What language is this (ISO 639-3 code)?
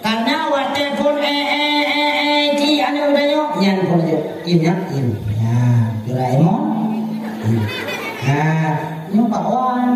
ace